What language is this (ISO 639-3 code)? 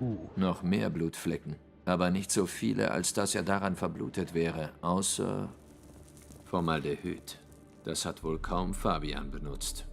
gsw